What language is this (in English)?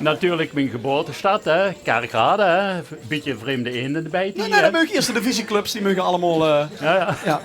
Limburgish